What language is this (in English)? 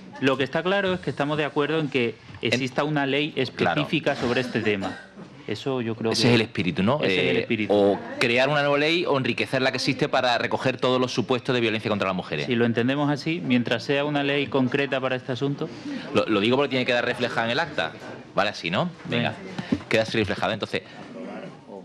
Spanish